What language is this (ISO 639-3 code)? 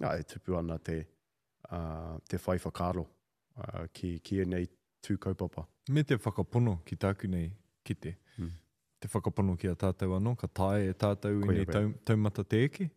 mri